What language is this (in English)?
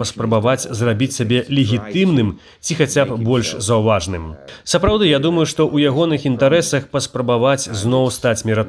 Belarusian